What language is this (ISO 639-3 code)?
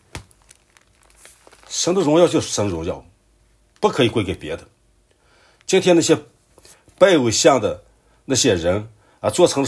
zho